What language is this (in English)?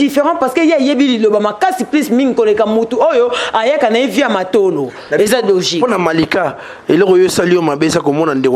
Lingala